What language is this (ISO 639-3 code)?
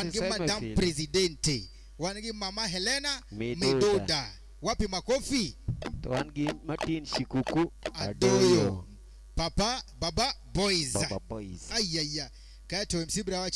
luo